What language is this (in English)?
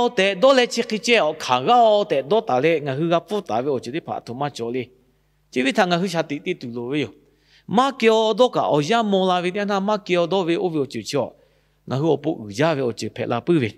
Lahu